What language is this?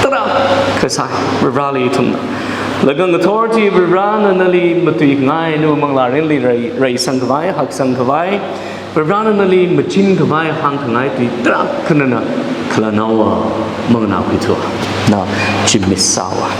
Tangkhul Naga (India)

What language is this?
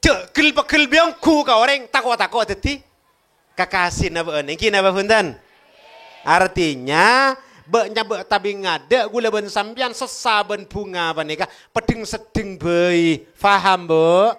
Madurese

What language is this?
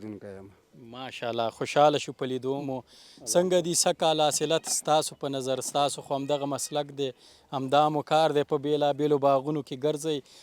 Pashto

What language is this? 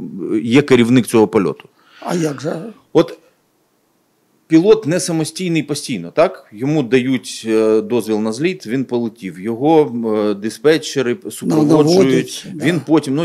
Ukrainian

